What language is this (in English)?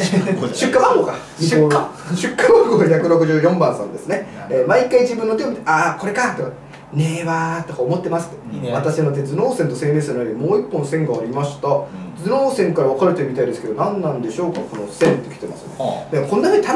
Japanese